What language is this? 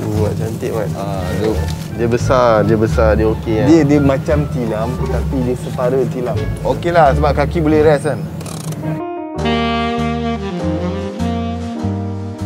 Malay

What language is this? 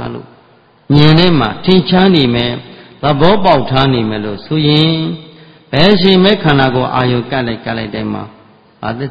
Burmese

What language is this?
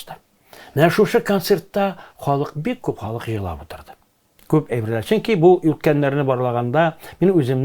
Tatar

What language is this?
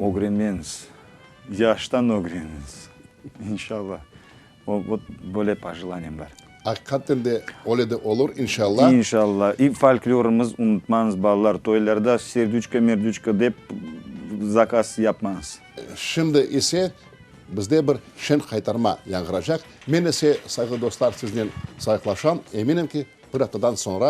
Crimean Tatar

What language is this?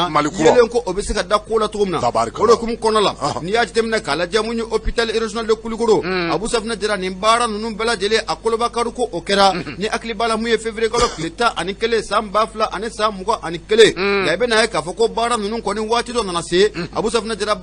Bambara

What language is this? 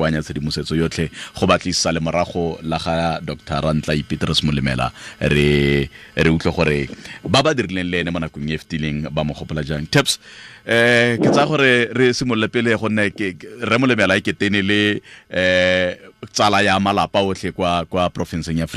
Tswana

